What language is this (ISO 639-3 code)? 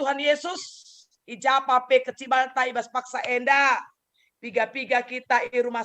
btx